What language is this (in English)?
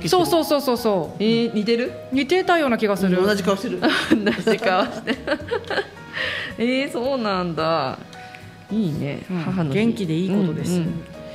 Japanese